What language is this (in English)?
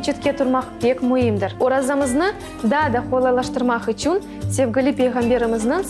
Crimean Tatar